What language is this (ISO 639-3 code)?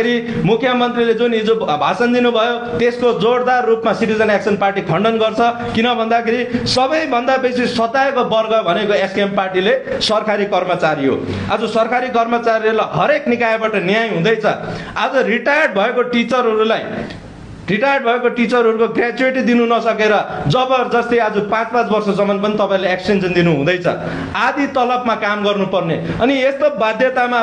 nep